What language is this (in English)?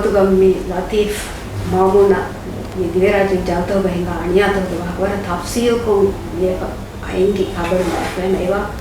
Divehi